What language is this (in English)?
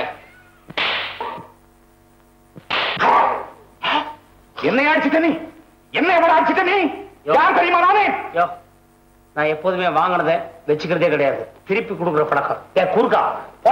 Tamil